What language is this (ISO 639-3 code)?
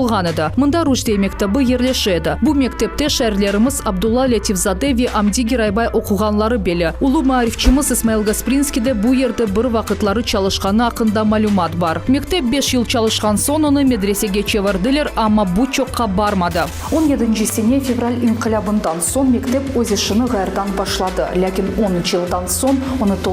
crh